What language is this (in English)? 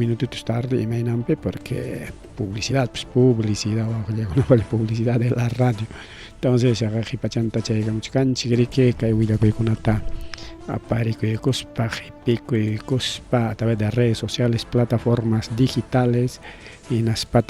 Ayacucho Quechua